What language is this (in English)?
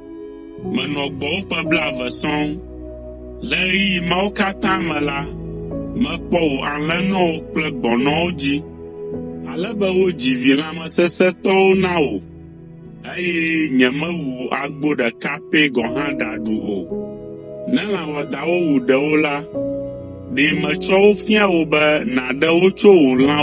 Ewe